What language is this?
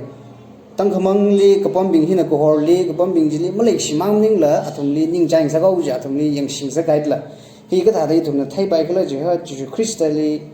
Tangkhul Naga (India)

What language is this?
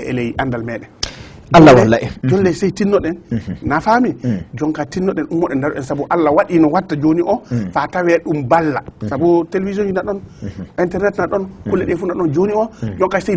Fula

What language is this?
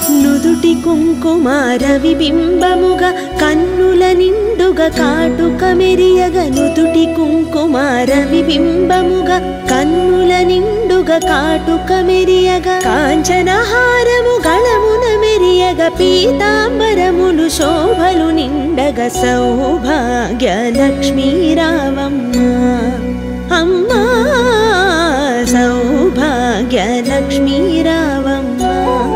Telugu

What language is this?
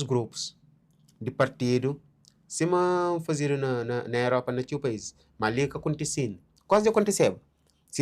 Kabuverdianu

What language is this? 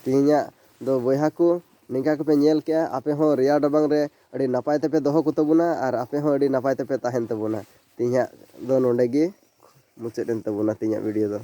Santali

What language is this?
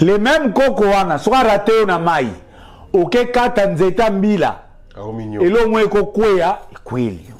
Lingala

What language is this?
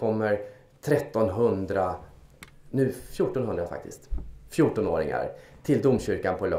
Swedish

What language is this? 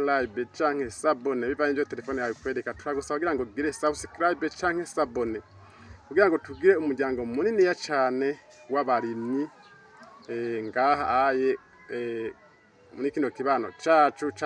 Rundi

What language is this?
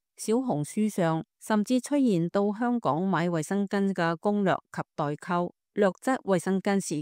Cantonese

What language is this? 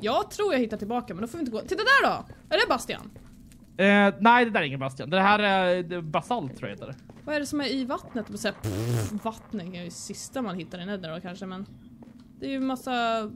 Swedish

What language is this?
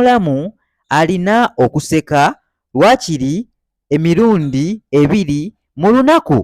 Ganda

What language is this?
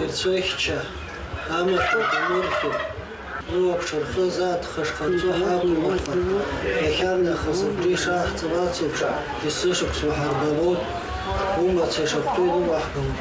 Abkhazian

